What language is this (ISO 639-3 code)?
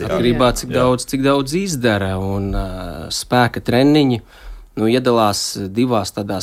lav